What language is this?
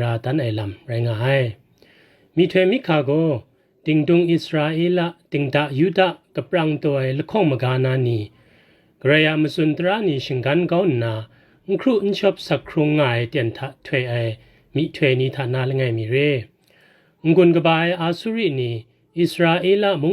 Kachin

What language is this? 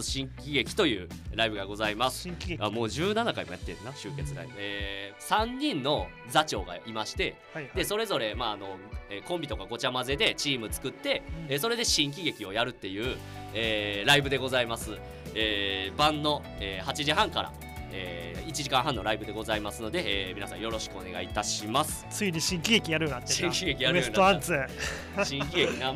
Japanese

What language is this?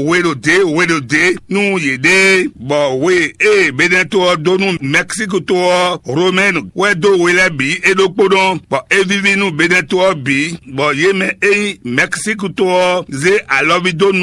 Fon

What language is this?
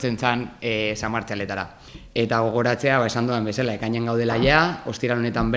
Basque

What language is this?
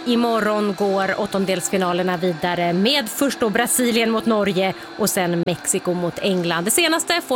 Swedish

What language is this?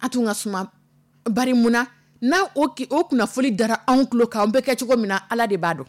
Dyula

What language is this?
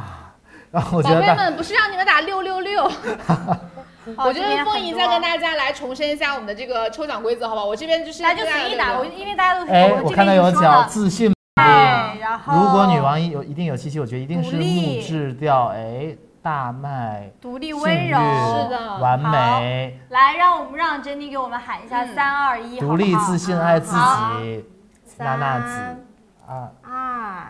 Chinese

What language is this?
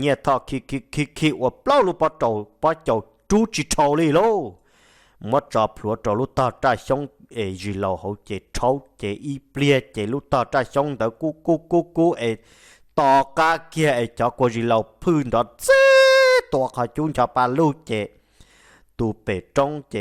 Hmong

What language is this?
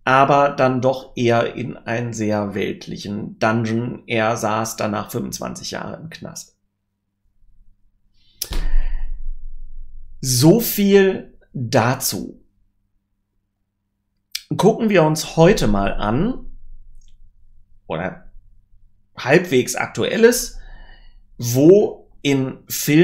German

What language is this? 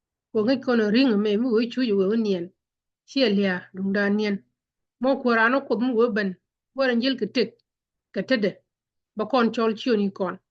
Nuer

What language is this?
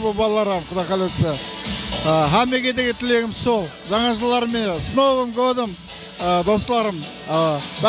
Kara-Kalpak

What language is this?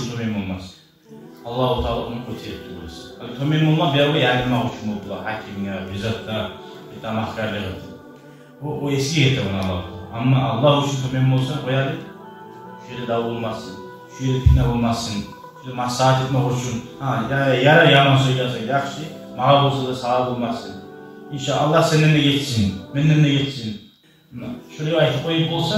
Kumyk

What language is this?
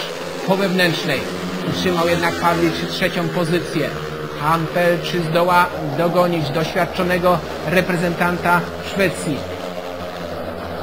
Polish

